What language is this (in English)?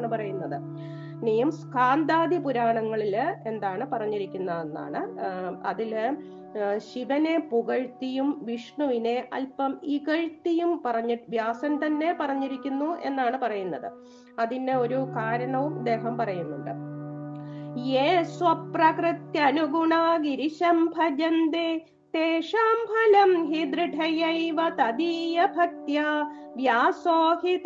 Malayalam